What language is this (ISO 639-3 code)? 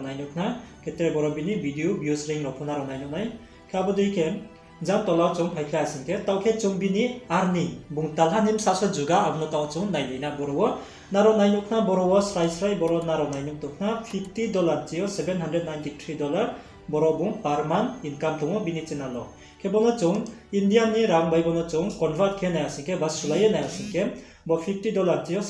ria